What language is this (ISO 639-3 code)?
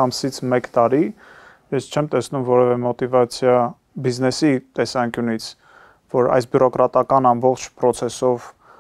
hye